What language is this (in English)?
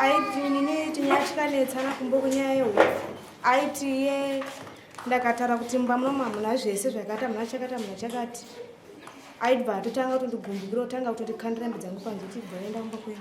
Shona